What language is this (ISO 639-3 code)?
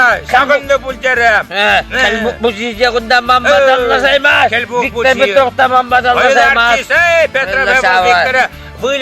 chv